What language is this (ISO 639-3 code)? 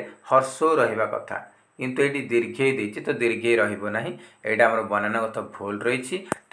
ori